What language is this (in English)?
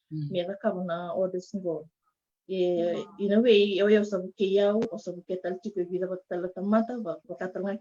Fijian